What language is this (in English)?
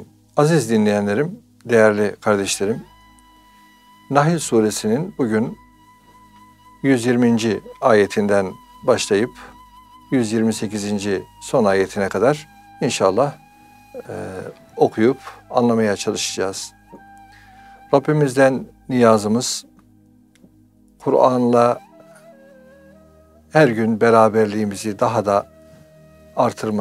Turkish